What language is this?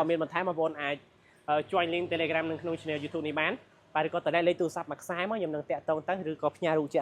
Khmer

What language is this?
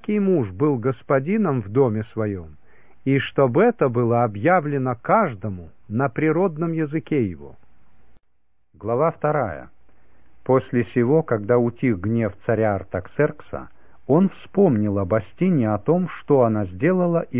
Russian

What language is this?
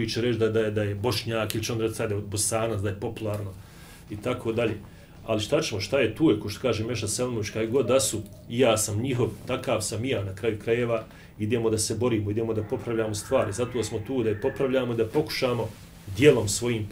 Bosnian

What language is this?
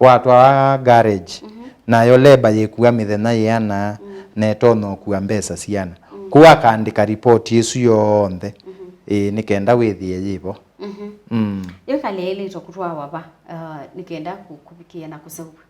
Kamba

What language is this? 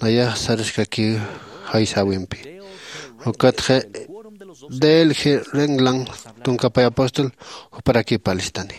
Aymara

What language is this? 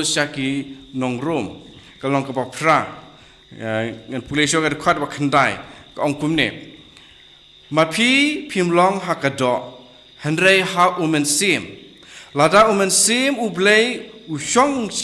Khasi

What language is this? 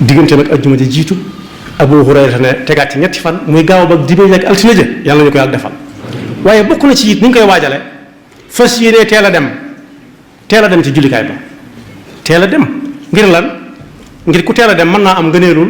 Wolof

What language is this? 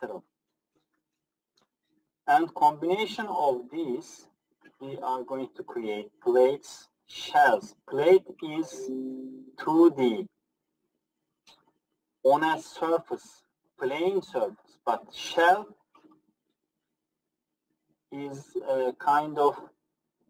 English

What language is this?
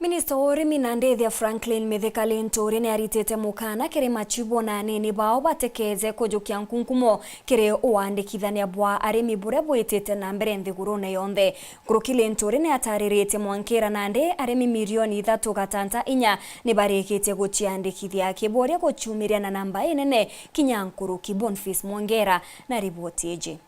Meru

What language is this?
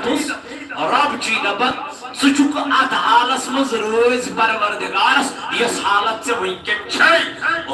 Kashmiri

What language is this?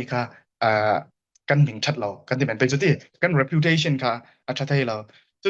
Falam Chin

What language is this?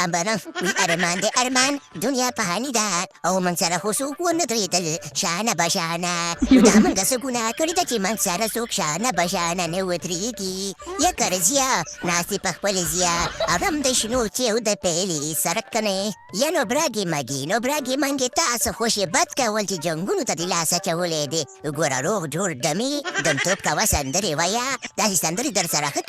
Pashto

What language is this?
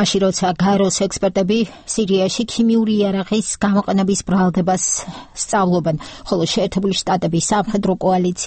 Georgian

